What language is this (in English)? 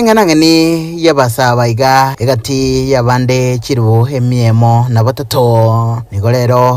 Gusii